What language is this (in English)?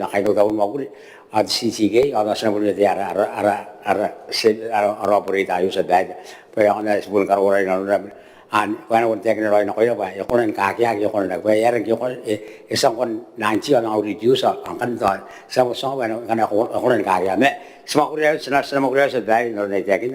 Gilbertese